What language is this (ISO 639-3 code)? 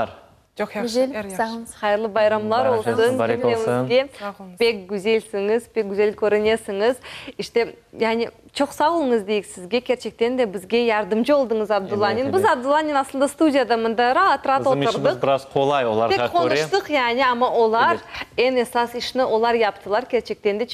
crh